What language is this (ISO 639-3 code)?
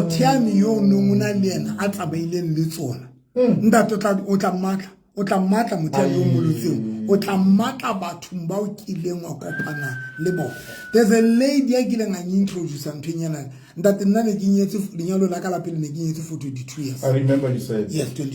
sot